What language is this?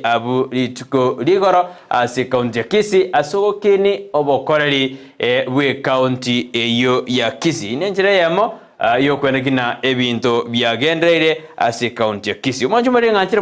Gusii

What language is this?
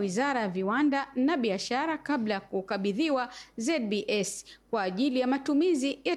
Swahili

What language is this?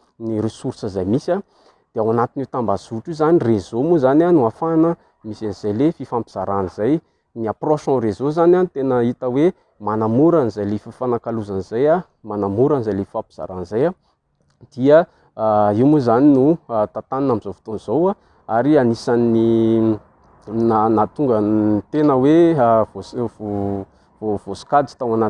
Malagasy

